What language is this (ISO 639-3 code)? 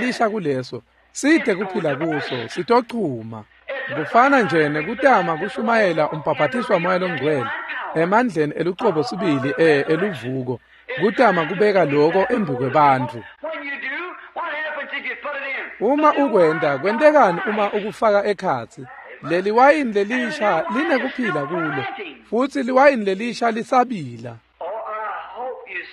ssw